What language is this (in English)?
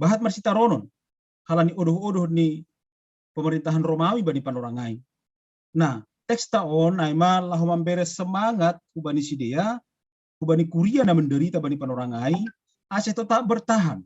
Batak Simalungun